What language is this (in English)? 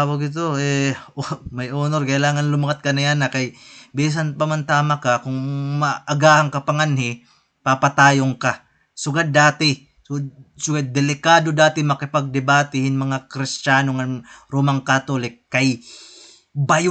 Waray